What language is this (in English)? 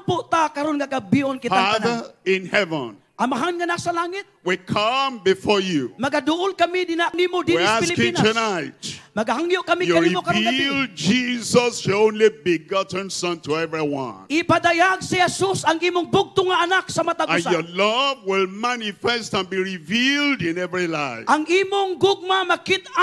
Cebuano